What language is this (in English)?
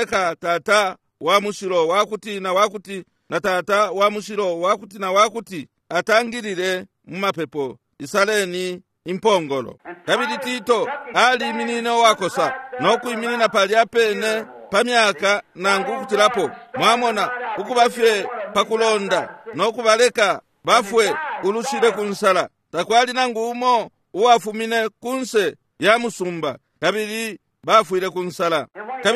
Bemba